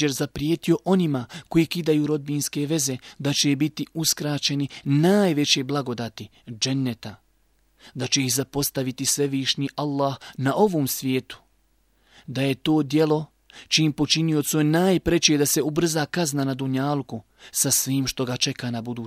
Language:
Bosnian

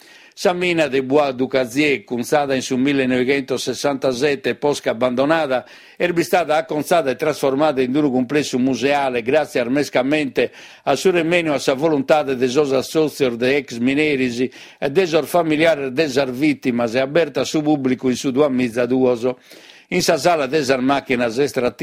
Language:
Sardinian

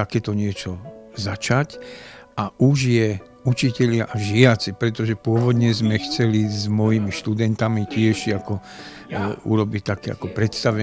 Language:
Slovak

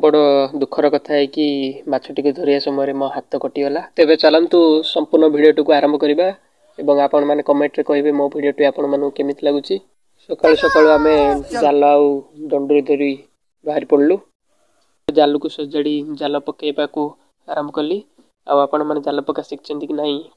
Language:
Odia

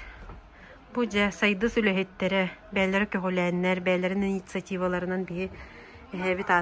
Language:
Yakut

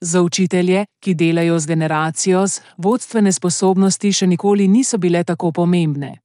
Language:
Slovenian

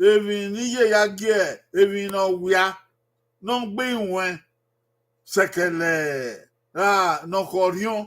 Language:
Bini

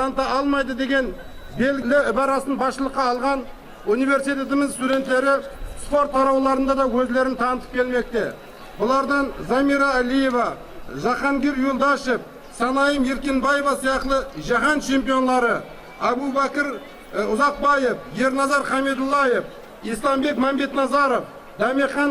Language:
Kara-Kalpak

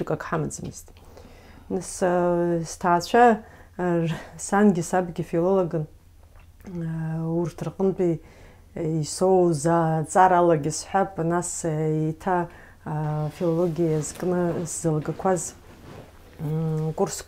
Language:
Abkhazian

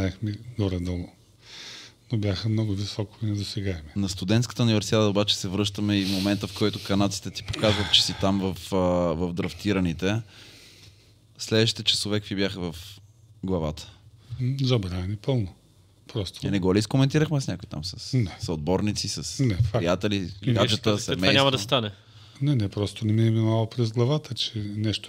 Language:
Bulgarian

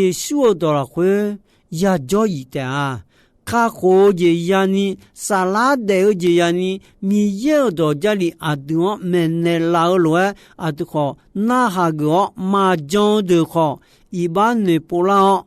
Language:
Akha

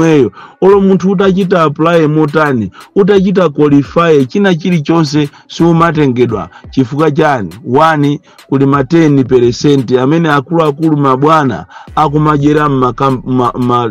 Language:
Nyanja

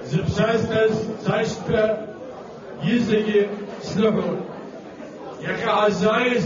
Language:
Abkhazian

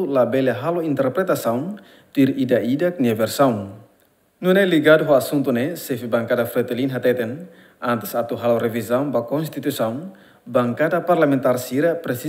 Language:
Tetum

